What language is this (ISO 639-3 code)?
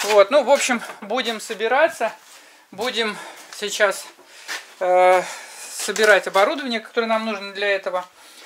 rus